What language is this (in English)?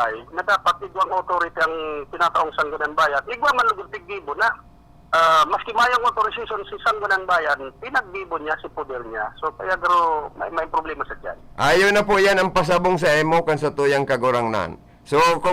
Bikol